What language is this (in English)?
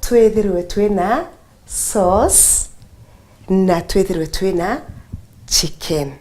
Meru